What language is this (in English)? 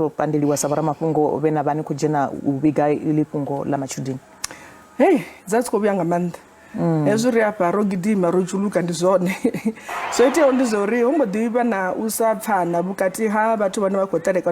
Venda